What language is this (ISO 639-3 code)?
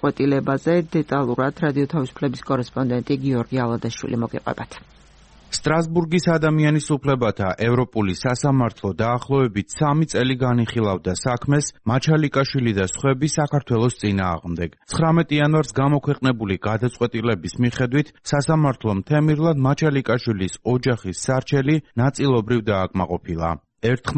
kat